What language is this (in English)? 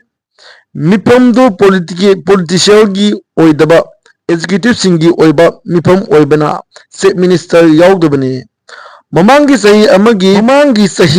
Manipuri